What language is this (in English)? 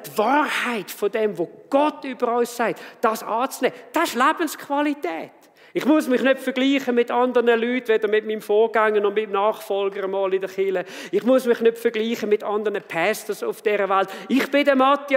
Swiss German